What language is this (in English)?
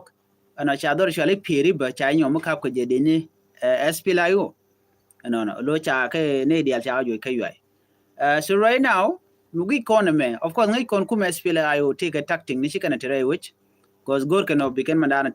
Nuer